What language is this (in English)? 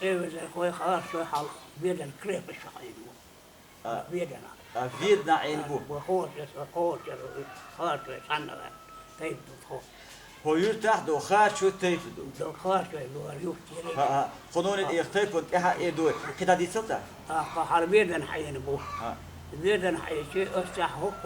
Chechen